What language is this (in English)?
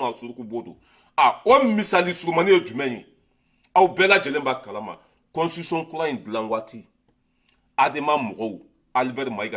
Bambara